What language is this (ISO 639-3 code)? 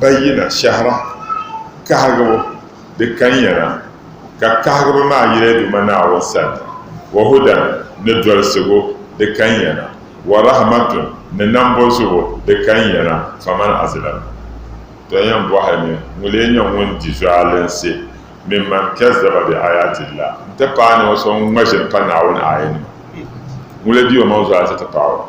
dag